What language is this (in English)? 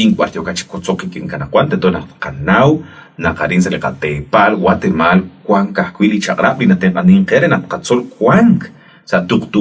Kekchí